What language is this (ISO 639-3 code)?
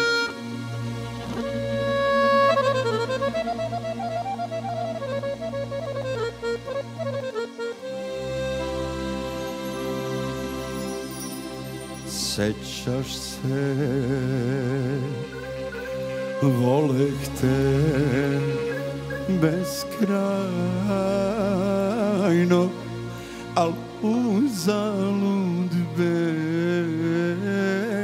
srp